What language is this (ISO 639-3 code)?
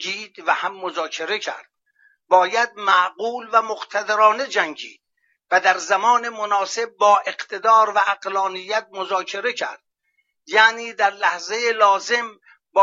fas